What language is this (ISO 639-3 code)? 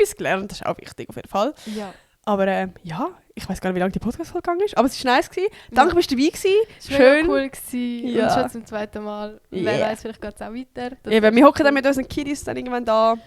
gsw